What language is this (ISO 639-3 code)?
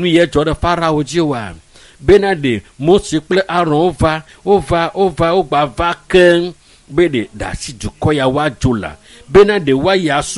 ewe